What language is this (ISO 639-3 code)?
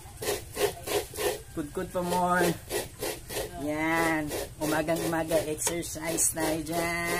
fil